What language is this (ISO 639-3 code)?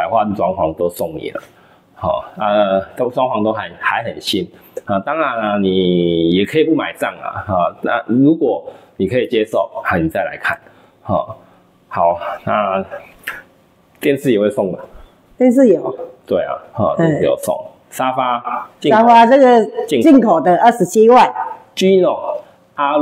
zho